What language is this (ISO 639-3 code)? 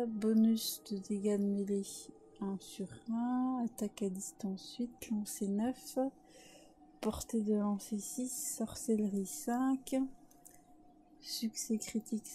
fra